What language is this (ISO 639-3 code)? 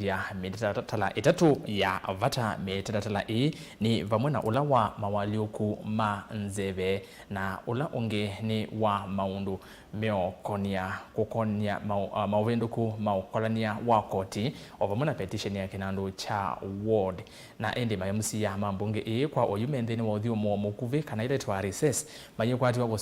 kam